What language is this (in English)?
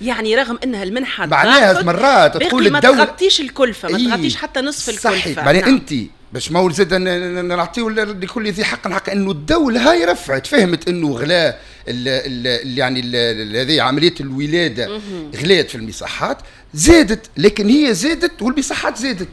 Tunisian Arabic